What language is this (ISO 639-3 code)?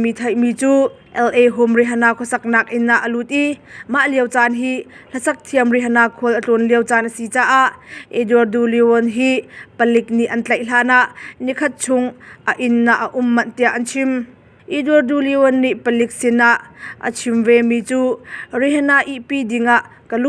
cnh